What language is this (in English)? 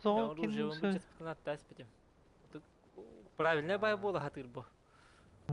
Yakut